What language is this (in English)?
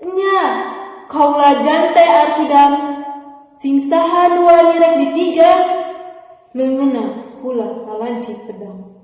Sundanese